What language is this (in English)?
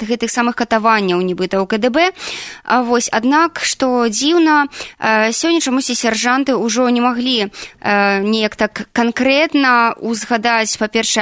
Belarusian